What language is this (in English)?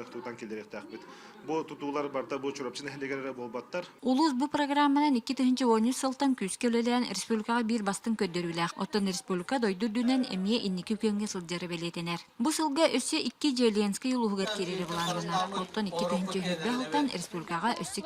Yakut